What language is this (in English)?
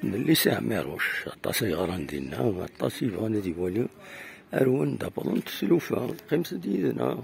Kabyle